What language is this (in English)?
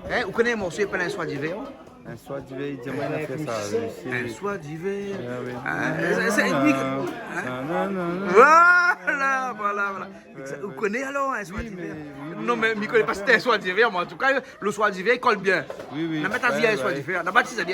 Réunion Creole French